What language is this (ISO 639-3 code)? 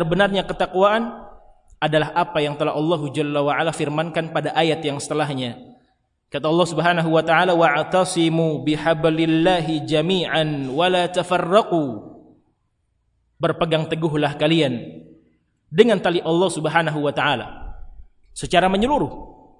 ind